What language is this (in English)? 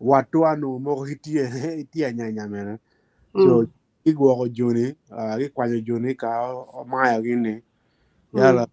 Acoli